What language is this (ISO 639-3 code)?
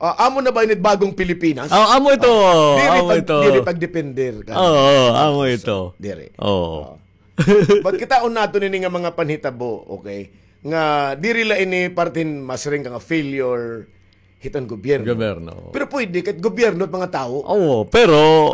war